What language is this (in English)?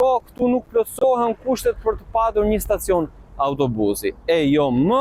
Albanian